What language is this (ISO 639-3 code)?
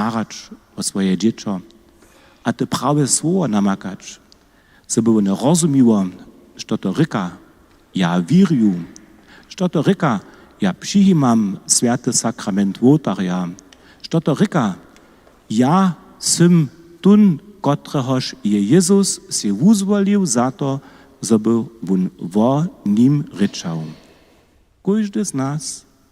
hsb